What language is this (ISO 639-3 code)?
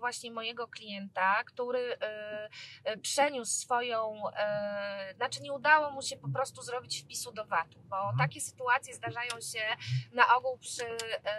pol